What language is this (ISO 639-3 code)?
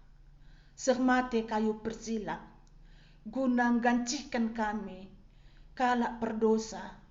btx